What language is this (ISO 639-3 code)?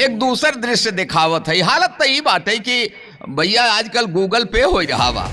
awa